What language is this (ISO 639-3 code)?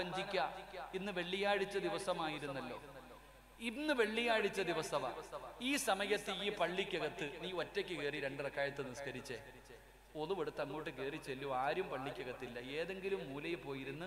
mal